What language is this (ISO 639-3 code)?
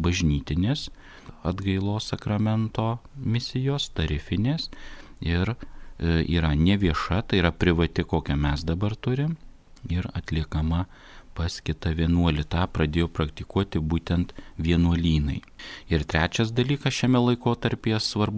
lit